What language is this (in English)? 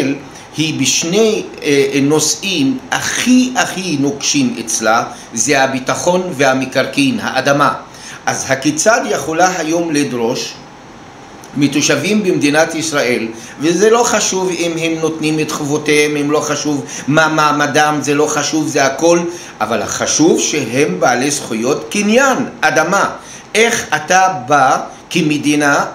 Hebrew